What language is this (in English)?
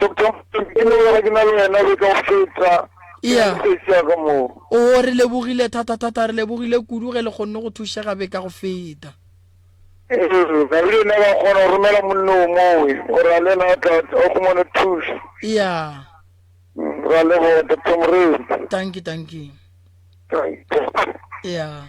Northern Sotho